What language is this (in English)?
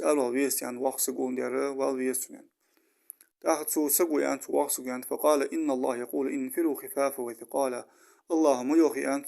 Ingush